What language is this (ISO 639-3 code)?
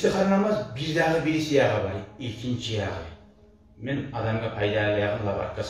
kum